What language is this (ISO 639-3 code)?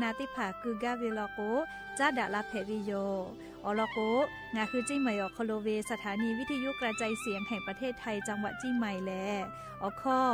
lhu